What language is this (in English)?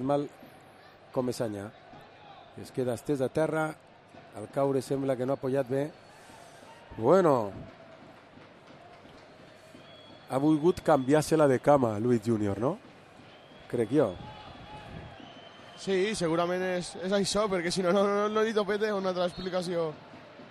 Catalan